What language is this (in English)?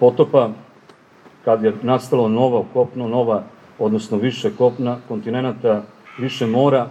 Serbian